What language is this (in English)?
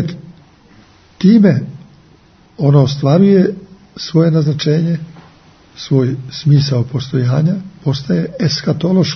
Serbian